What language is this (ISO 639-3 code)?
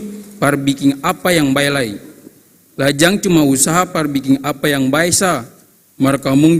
abs